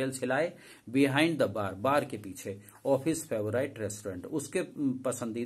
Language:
Hindi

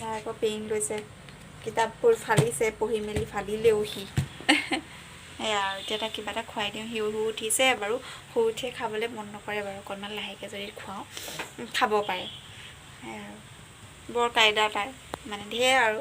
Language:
Assamese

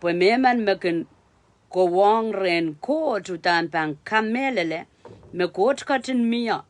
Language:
Pohnpeian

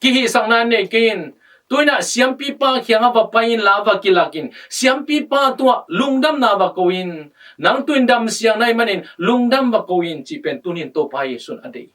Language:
Tedim Chin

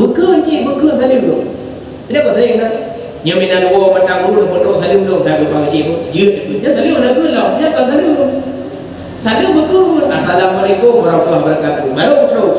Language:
Achinese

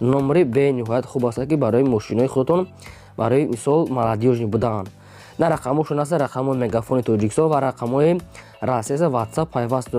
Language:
Tajik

